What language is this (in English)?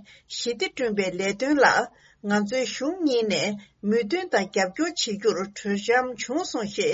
Tibetan